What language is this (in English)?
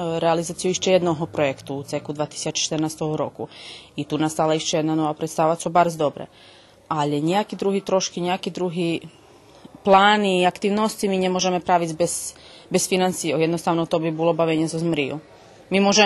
Rusyn